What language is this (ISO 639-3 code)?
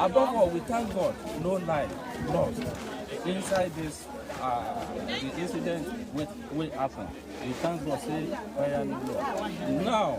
pcm